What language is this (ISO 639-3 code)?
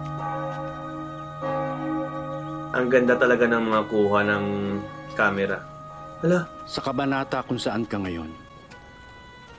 fil